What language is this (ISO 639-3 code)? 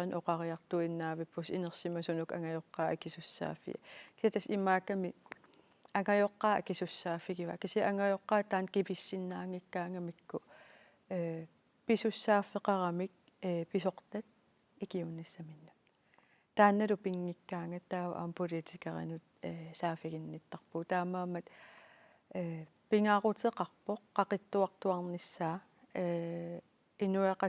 kal